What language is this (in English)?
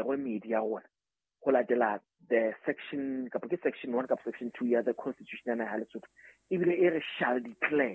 Southern Sotho